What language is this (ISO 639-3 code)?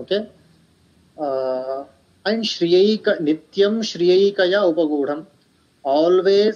san